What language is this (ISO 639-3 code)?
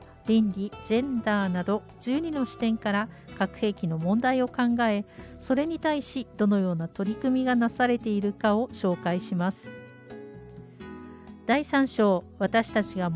jpn